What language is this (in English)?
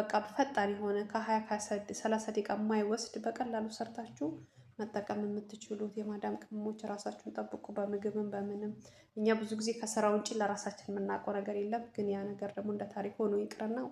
Amharic